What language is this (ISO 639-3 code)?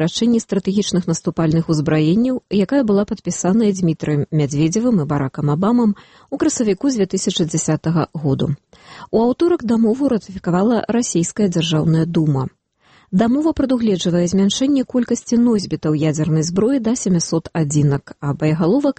bel